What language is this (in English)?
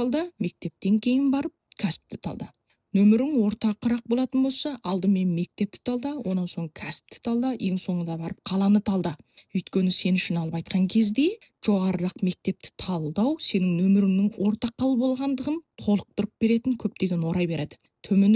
Kazakh